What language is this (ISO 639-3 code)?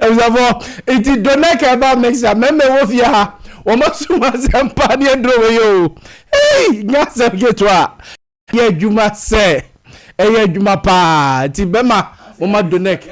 aka